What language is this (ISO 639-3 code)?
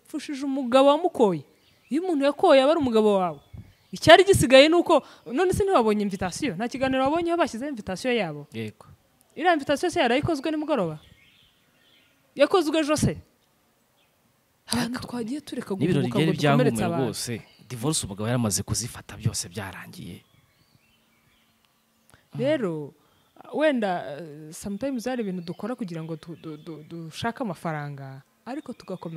kin